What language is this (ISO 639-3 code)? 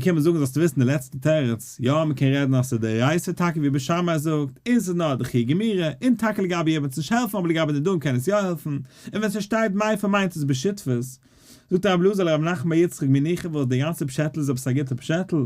yid